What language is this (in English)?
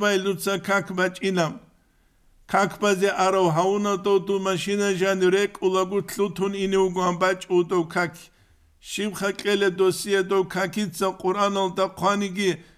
Avaric